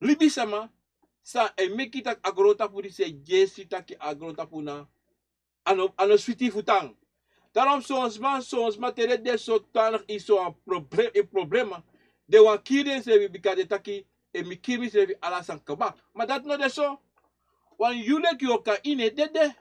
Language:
Sranan Tongo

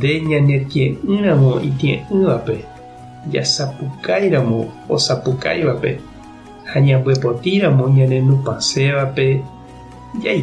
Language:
Guarani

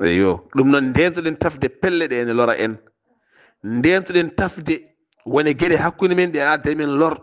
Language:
Fula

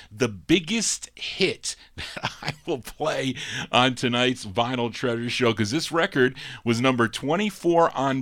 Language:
English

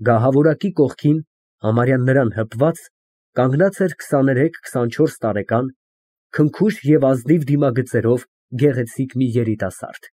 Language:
Armenian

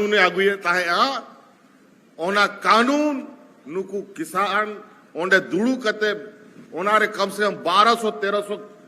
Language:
Santali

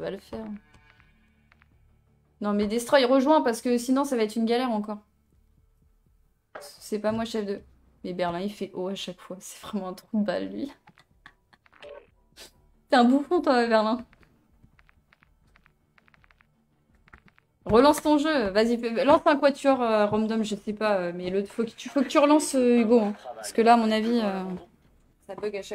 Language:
French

